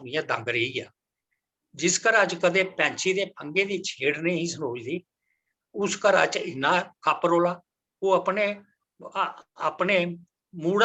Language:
Dogri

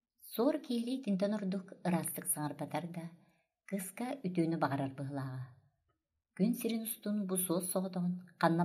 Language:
Yakut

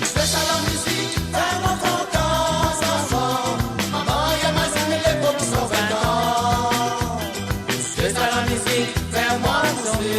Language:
Morisyen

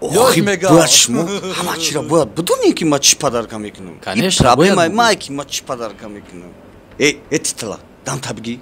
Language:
Tajik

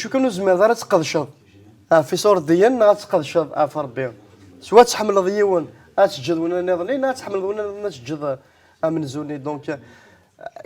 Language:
Kabyle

